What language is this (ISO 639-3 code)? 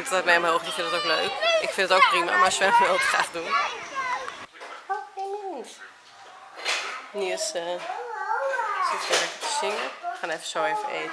nld